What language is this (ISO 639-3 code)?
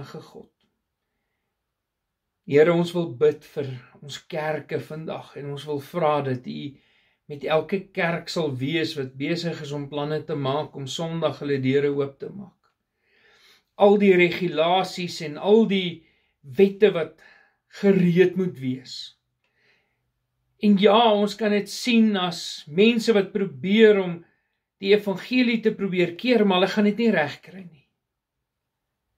afr